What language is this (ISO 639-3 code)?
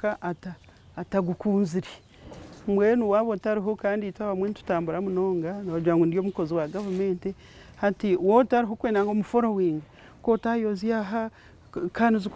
nyn